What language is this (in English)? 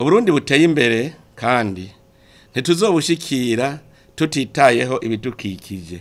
Rundi